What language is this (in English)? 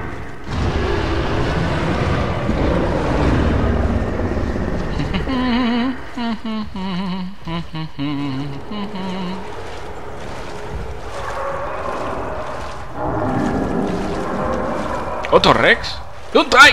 Spanish